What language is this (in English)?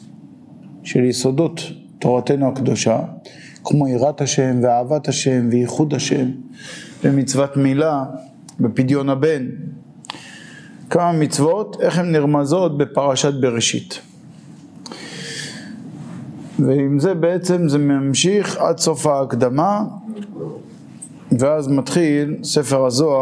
Hebrew